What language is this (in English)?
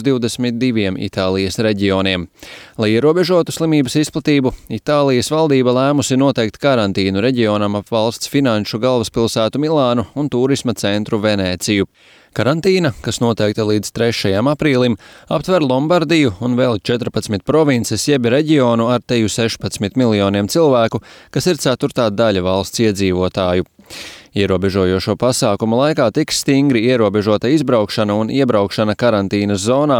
Latvian